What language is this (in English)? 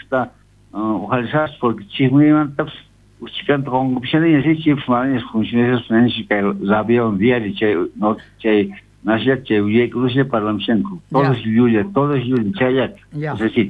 South Bolivian Quechua